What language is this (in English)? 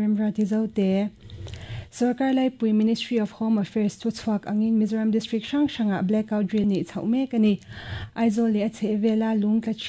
Mizo